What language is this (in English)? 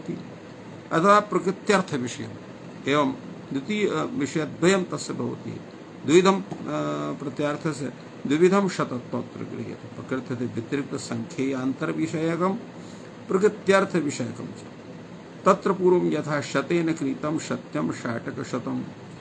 Sanskrit